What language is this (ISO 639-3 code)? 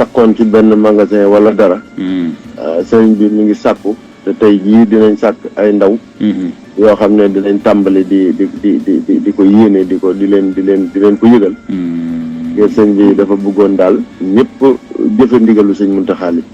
wol